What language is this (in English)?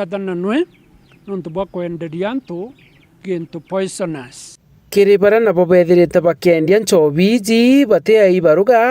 Meru